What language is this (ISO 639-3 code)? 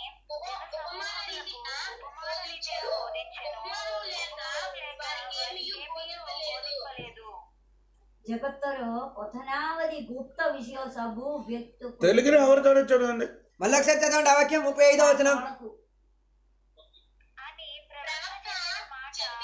tel